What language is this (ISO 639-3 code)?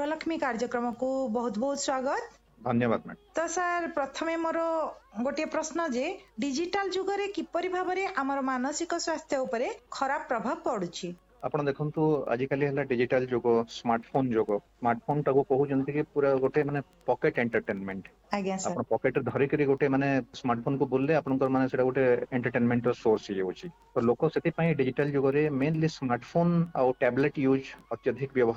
ori